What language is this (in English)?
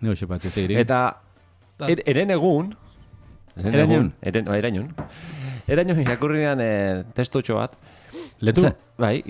Basque